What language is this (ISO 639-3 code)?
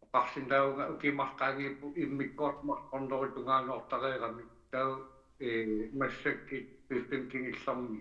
kal